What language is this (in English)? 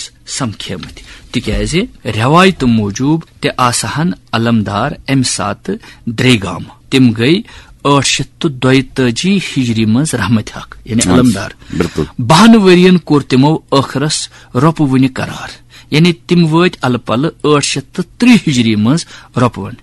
Kashmiri